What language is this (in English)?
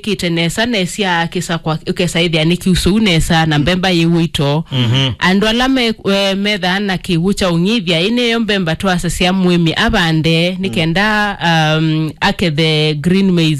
Kamba